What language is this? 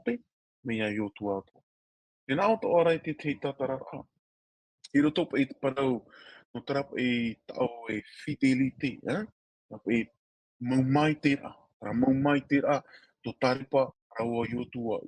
Tahitian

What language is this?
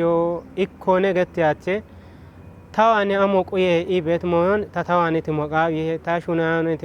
Kafa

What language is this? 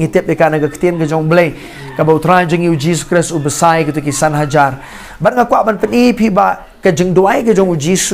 Khasi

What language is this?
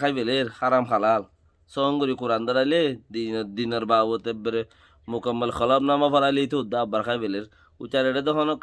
Rohingya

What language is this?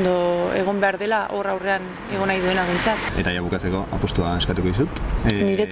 Basque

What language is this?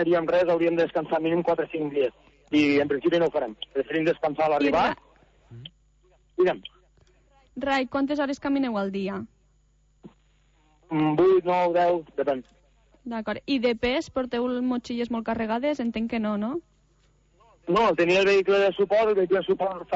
Catalan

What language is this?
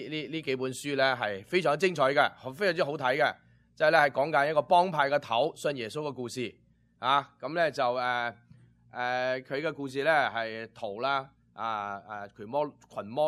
Cantonese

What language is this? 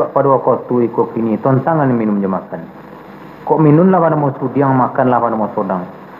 Minangkabau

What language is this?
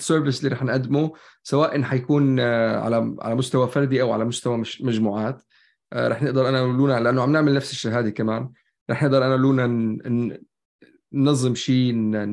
North Levantine Arabic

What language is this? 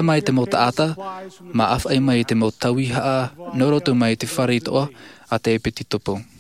Tahitian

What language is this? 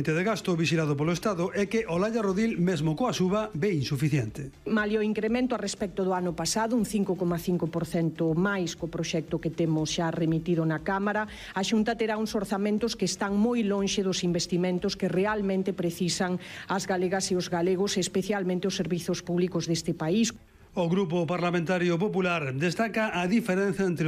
Galician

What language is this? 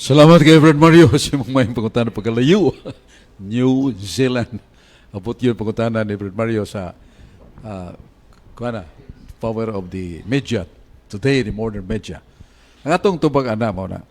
Cebuano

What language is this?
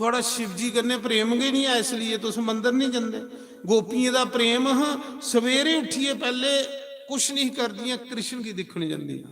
Dogri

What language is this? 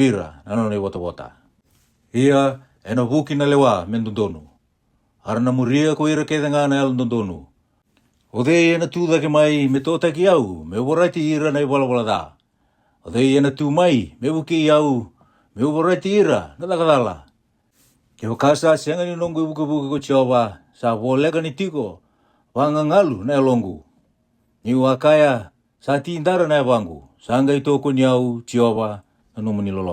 Fijian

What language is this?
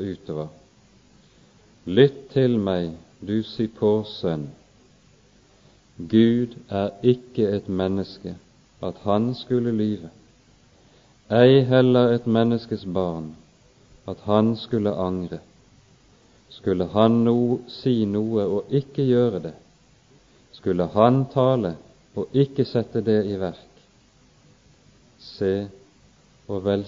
Norwegian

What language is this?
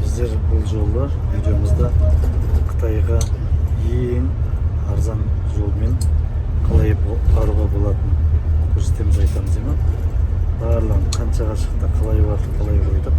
Kazakh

